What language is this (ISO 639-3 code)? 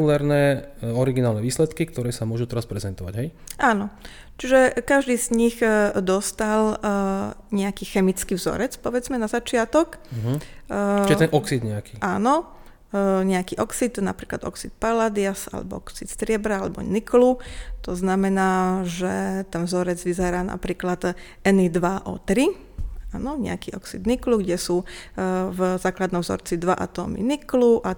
slk